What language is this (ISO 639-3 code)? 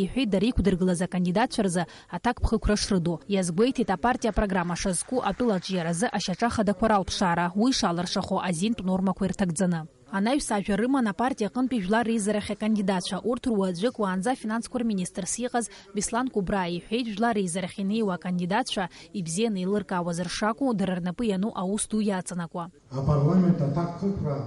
abk